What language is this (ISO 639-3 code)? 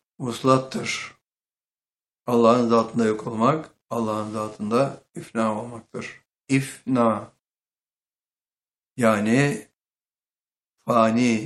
tur